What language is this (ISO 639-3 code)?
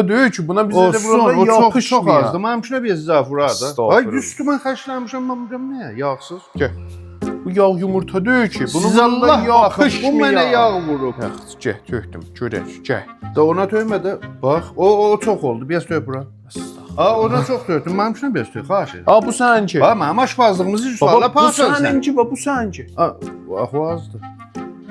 azb